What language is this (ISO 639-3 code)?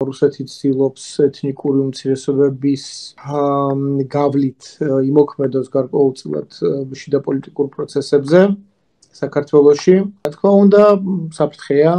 kat